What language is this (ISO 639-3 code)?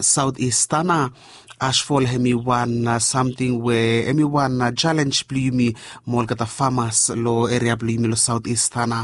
bis